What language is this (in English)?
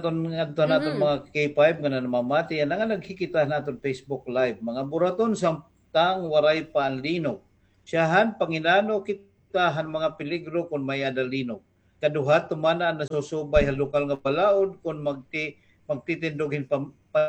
Waray